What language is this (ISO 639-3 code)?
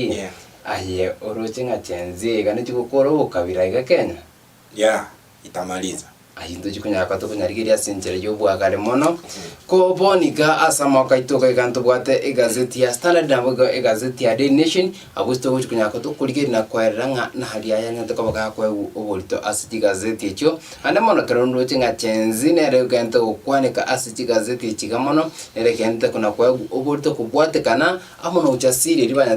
guz